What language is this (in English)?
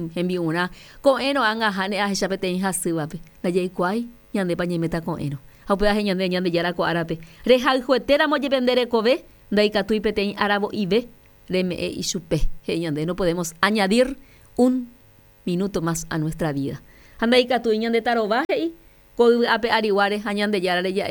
Guarani